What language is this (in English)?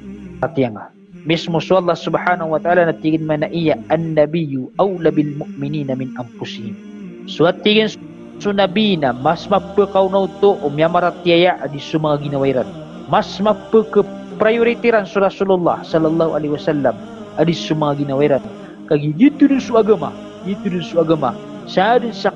Maranao